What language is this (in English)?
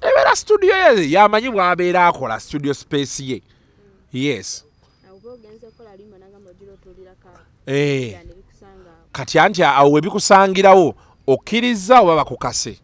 Ganda